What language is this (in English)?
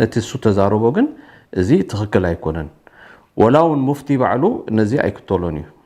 Tigrinya